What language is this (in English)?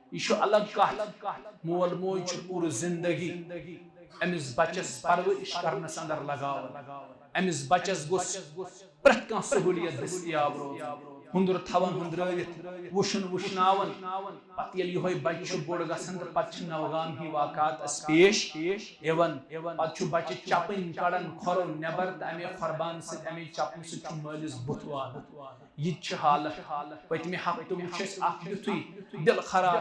Kashmiri